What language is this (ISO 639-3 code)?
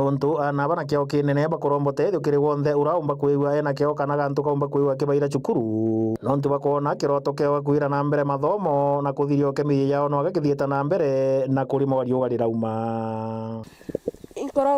mer